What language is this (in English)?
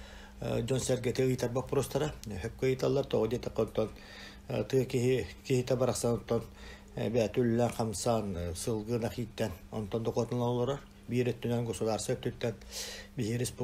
Yakut